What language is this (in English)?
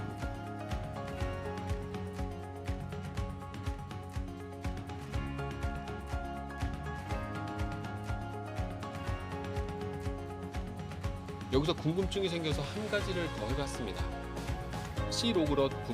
Korean